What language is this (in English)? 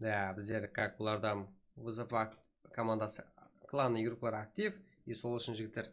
Kara-Kalpak